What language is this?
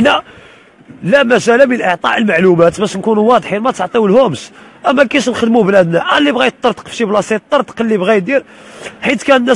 Moroccan Arabic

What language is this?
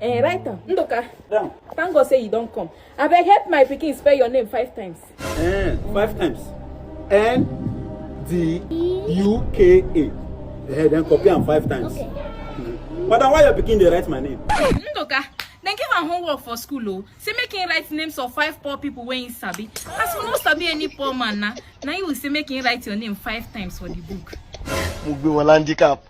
Nigerian Pidgin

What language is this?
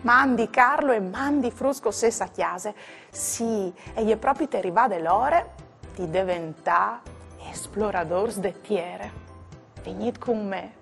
Friulian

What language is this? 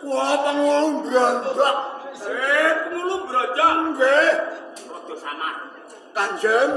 Javanese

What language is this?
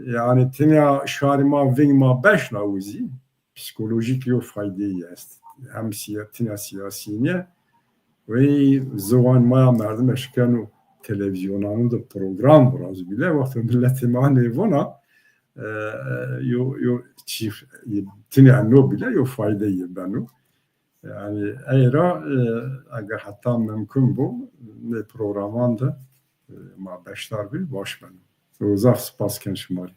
Zaza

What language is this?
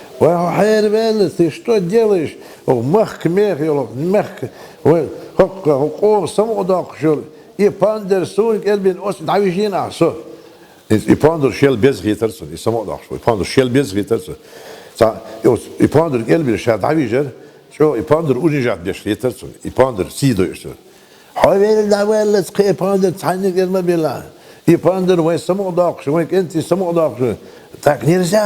Chechen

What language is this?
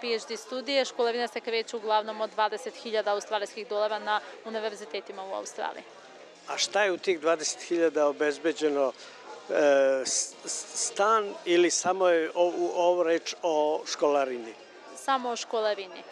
Serbian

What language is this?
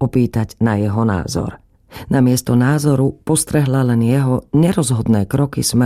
Slovak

